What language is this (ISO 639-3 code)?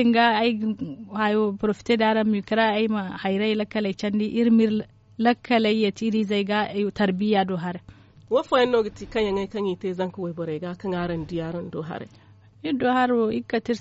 dje